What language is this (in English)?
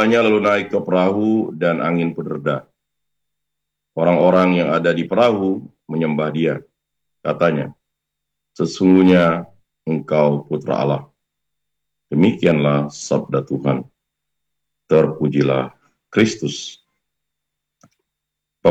Indonesian